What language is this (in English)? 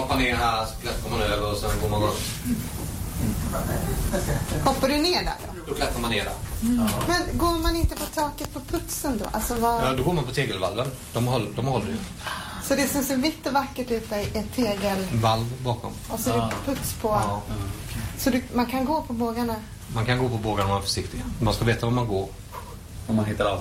Swedish